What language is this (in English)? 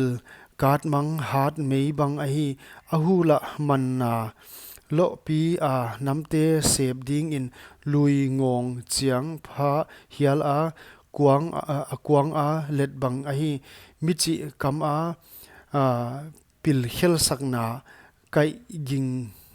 Paite Chin